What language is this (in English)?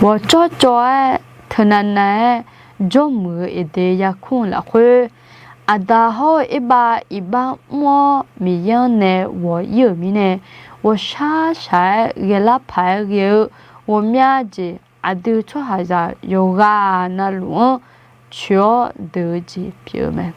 Akha